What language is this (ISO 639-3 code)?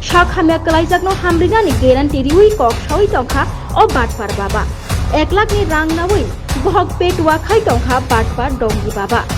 trp